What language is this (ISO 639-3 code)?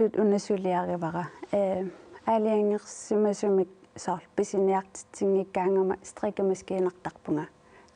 kal